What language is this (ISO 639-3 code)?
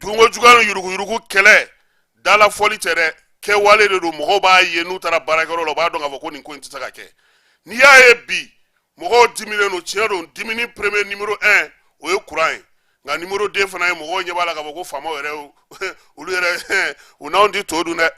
bam